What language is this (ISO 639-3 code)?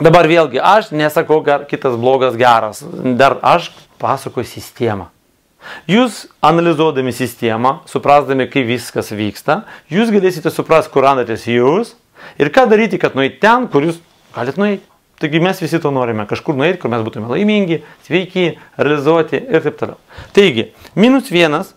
lit